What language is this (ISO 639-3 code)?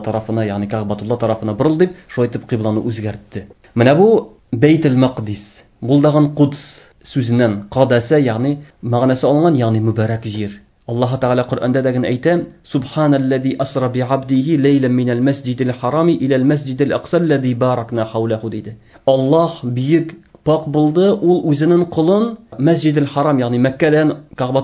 tat